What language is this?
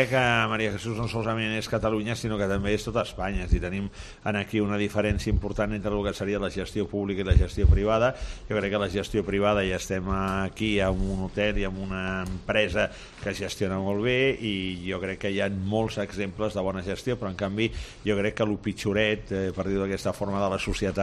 Catalan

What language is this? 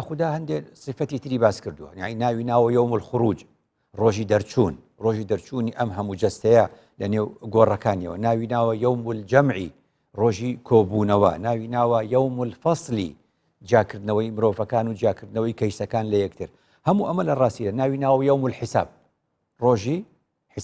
Central Kurdish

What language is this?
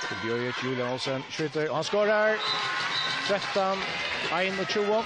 Faroese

